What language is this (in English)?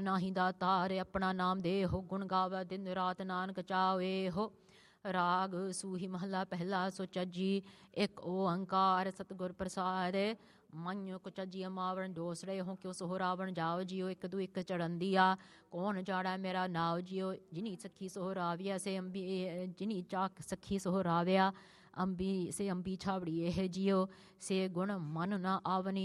Punjabi